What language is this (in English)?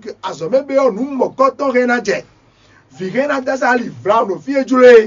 Fon